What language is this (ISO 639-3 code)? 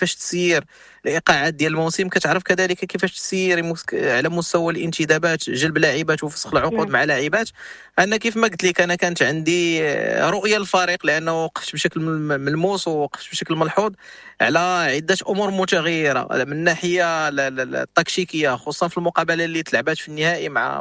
ary